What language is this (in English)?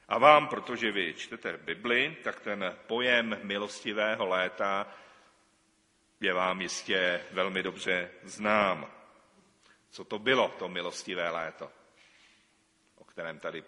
Czech